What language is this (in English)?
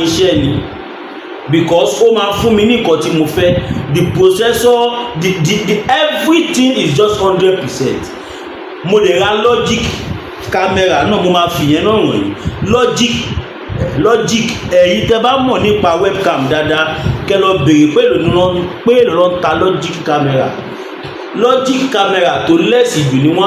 Yoruba